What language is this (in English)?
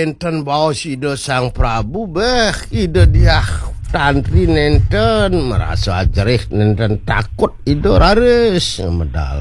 Balinese